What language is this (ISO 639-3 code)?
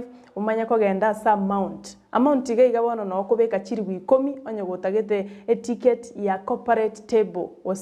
guz